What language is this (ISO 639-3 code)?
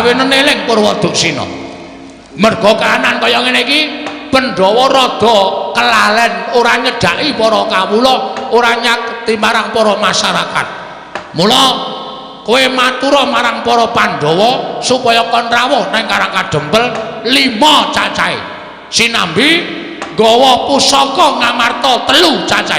jav